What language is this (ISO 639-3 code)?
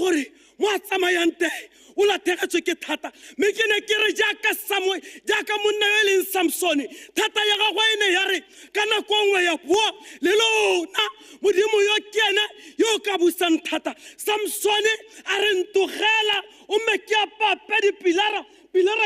tsn